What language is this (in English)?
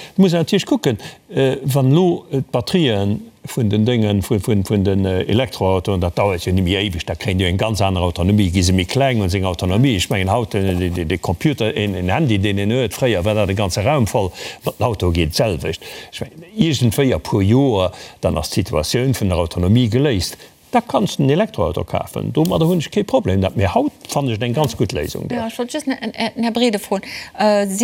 Luxembourgish